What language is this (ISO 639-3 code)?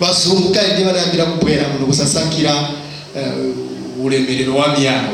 nya